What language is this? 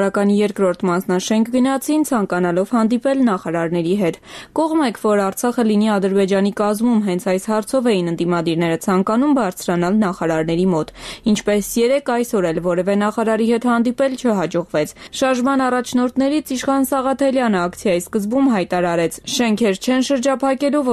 Armenian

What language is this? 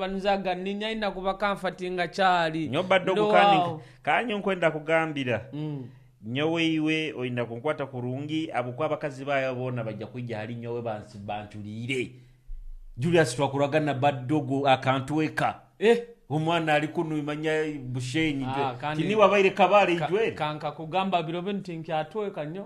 Nyoro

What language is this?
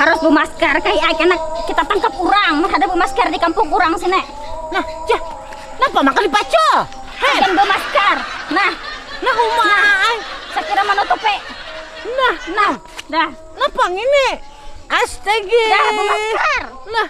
Banjar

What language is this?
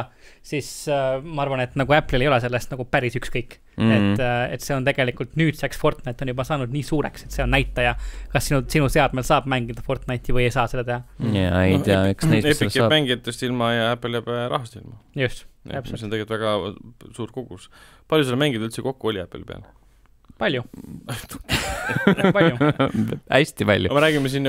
Estonian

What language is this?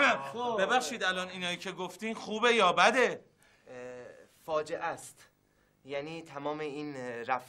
Persian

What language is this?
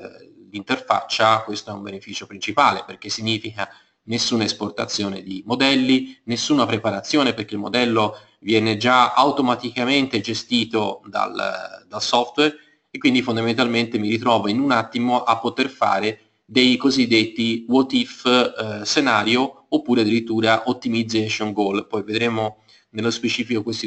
Italian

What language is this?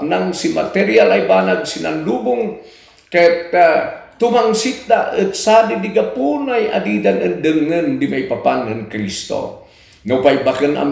Kankanaey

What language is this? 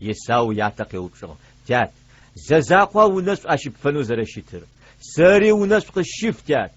Adyghe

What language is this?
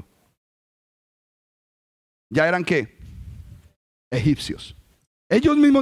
Spanish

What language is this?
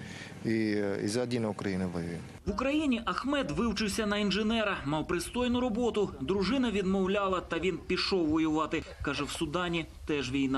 Ukrainian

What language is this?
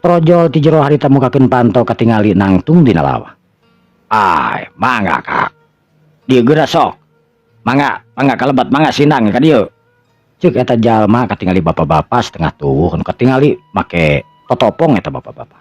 Sundanese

